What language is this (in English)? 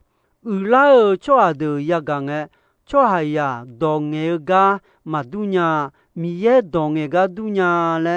Akha